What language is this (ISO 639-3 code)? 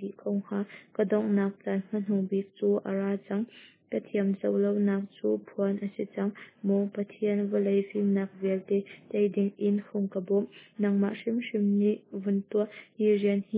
cnh